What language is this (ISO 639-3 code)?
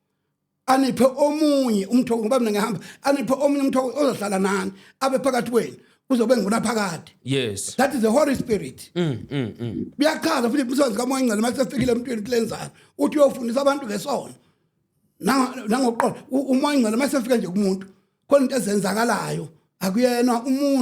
zul